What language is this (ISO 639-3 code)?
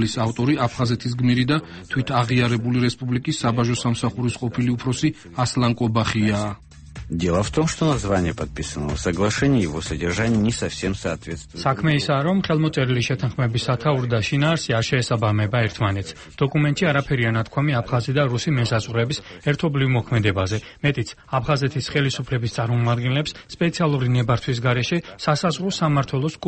kat